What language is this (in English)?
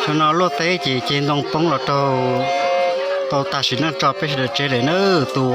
Hmong